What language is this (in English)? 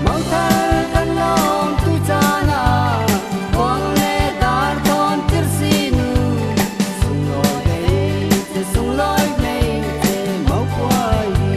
Falam Chin